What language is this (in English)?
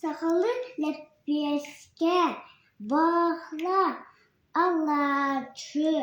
Yakut